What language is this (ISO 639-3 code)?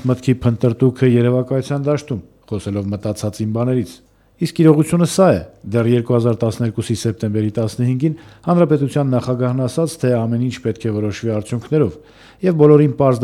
hye